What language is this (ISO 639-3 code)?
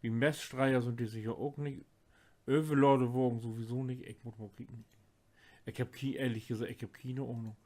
nds